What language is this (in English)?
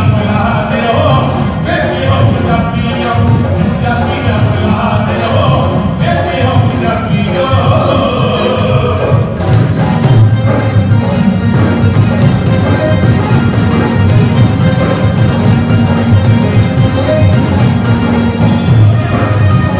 Punjabi